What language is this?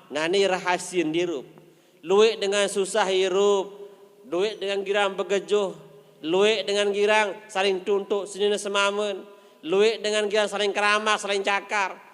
Sasak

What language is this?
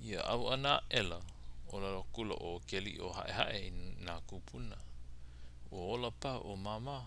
Hawaiian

